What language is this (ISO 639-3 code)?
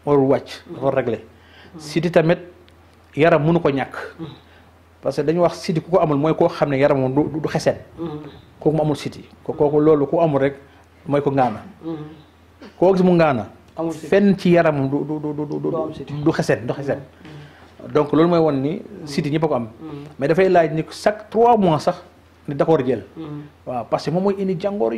wol